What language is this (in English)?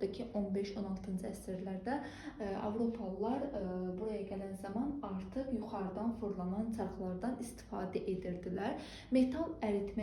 Azerbaijani